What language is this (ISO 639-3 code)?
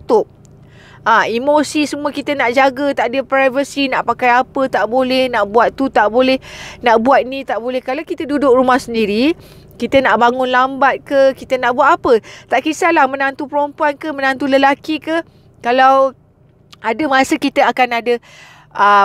msa